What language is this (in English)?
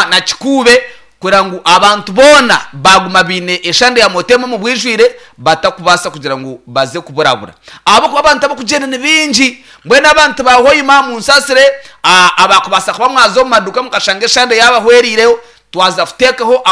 Nyankole